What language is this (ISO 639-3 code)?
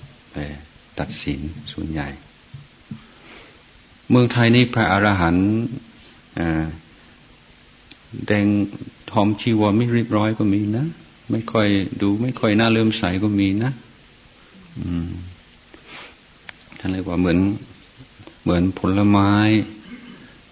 tha